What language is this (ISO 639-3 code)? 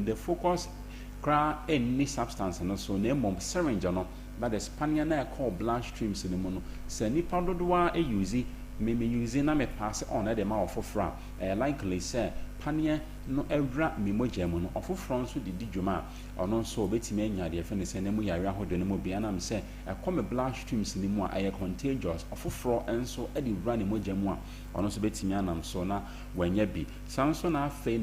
aka